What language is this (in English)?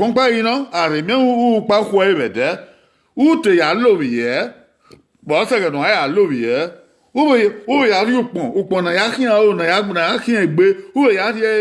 Bini